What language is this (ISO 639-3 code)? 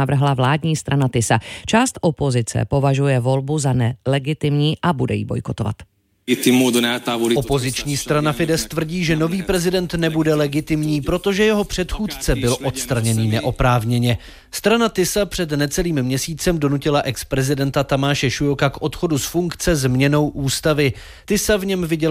ces